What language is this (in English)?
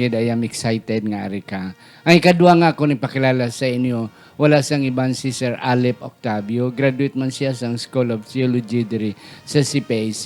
Hiligaynon